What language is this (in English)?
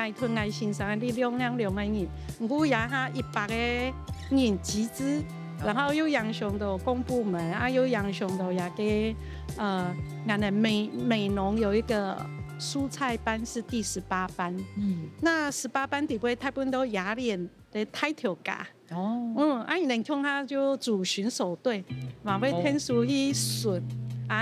Hakka Chinese